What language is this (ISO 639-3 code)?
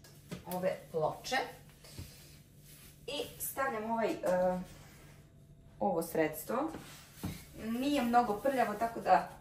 srp